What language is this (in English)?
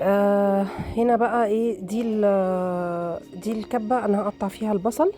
Egyptian Arabic